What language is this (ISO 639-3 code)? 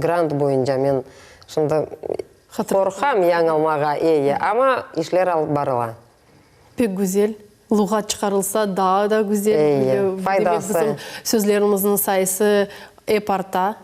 crh